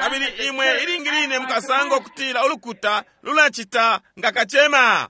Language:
Bemba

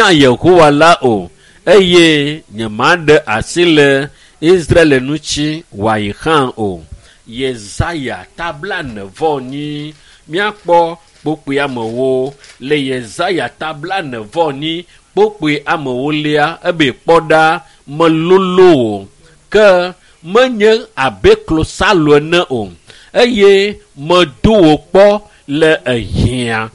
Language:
Ewe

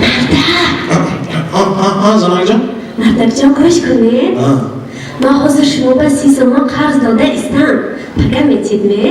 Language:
Tajik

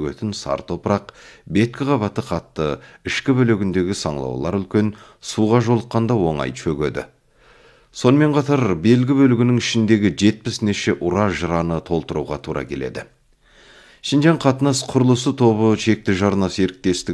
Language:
Kazakh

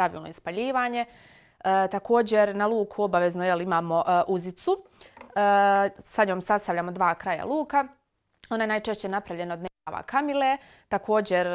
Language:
Bosnian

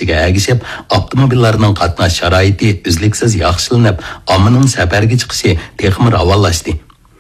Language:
Uyghur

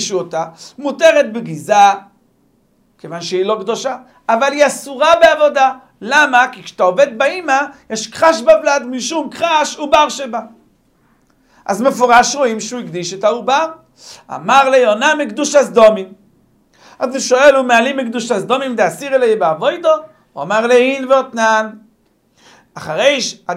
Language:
Hebrew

